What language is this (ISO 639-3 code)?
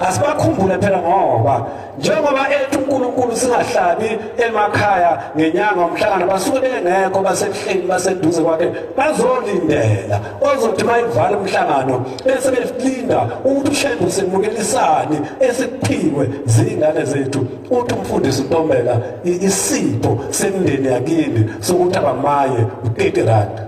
zul